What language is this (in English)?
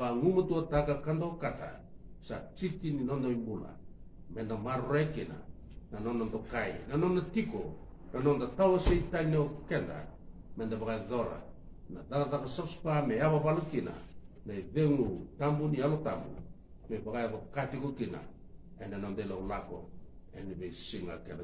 Fijian